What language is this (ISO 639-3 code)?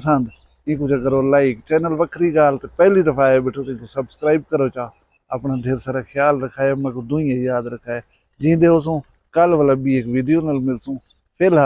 skr